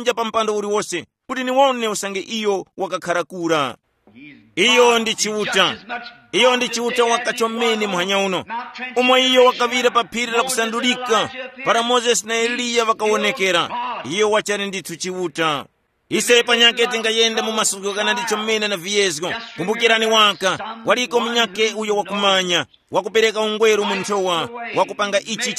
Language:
Tumbuka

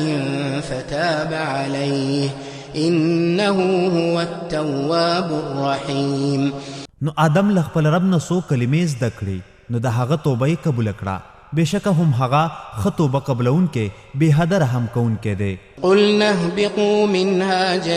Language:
Pashto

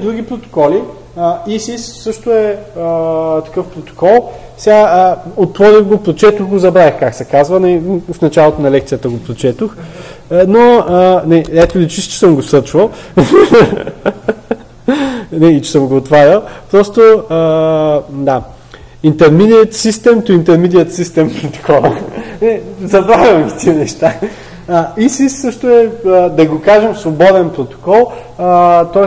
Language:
Bulgarian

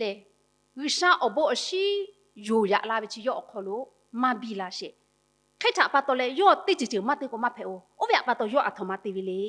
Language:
Lahu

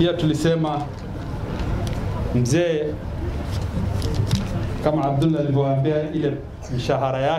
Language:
Swahili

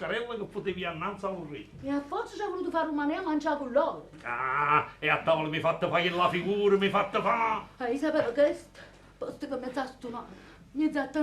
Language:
Neapolitan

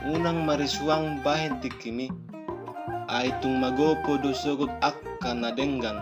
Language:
Batak Toba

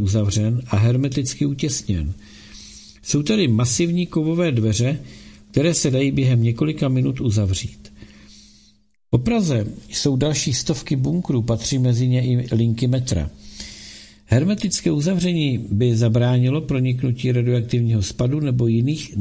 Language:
Czech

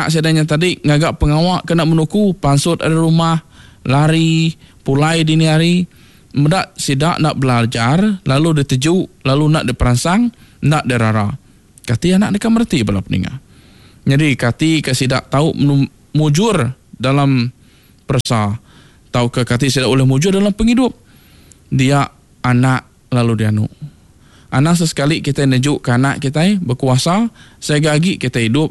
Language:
Iban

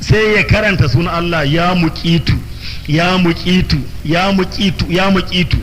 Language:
Hausa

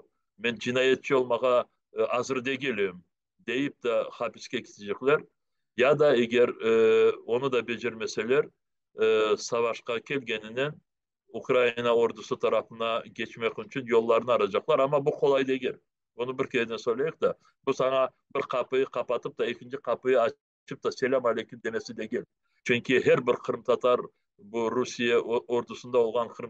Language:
Crimean Tatar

